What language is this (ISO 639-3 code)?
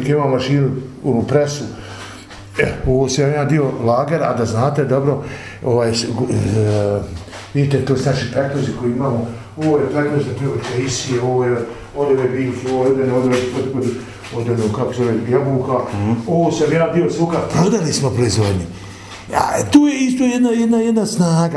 bos